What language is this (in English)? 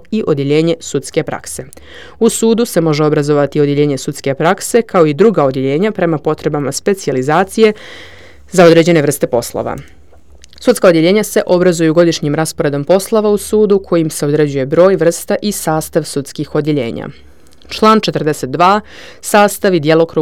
Serbian